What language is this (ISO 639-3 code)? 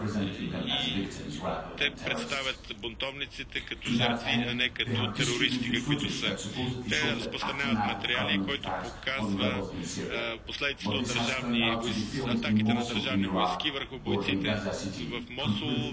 bul